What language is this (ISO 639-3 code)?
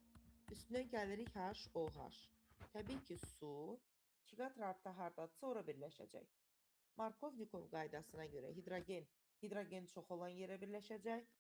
aze